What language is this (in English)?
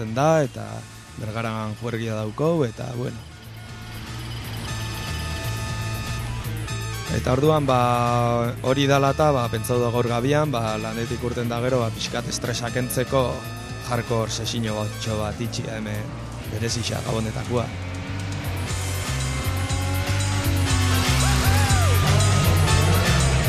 Basque